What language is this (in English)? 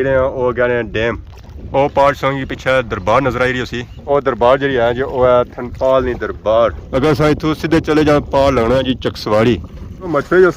Pahari-Potwari